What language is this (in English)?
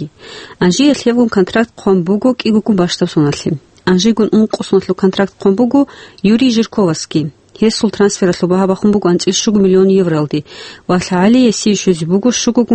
Avaric